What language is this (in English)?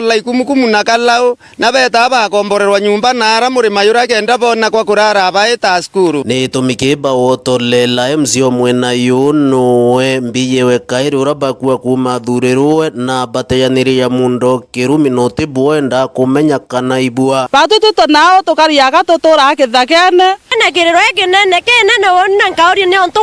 Meru